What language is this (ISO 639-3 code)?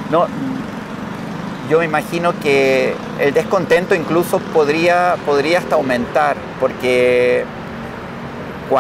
spa